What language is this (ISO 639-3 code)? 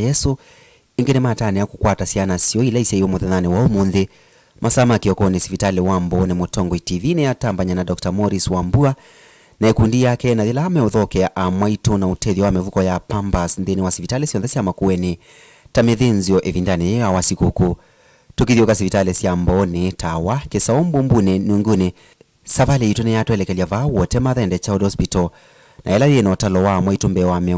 kam